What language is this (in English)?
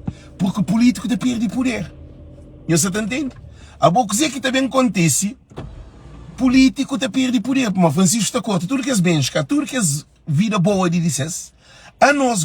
Kabuverdianu